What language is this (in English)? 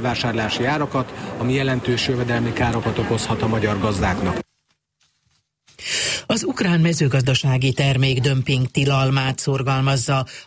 Hungarian